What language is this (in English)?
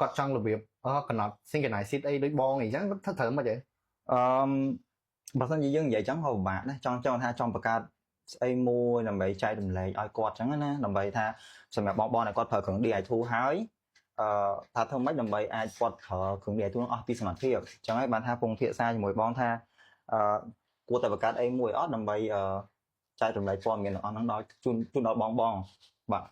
Khmer